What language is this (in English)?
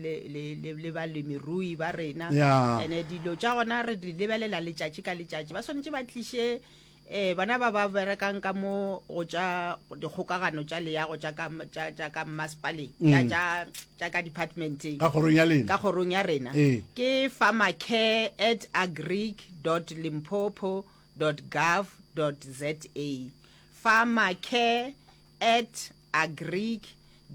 Northern Sotho